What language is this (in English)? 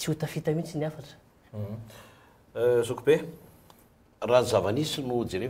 Malagasy